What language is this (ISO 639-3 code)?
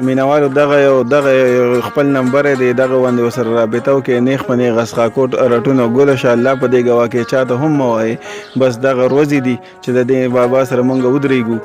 pus